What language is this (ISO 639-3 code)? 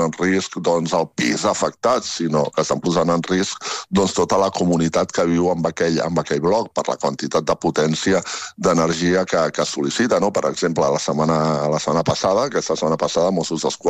cat